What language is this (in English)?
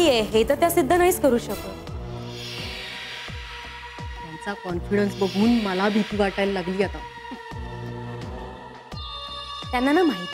Marathi